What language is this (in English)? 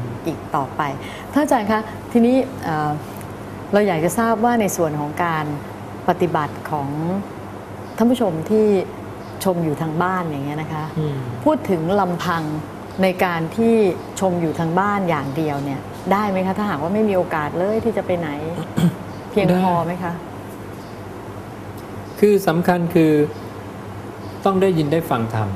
Thai